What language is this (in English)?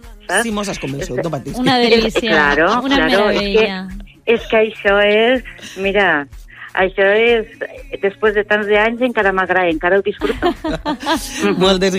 Catalan